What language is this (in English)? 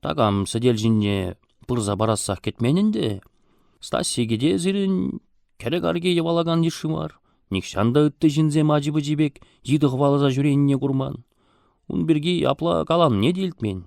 Chuvash